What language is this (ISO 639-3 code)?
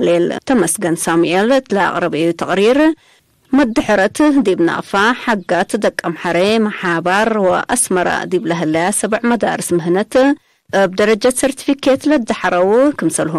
tig